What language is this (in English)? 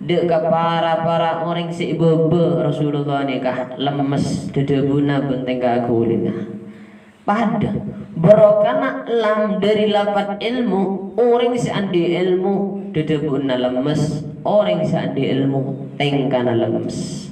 Madurese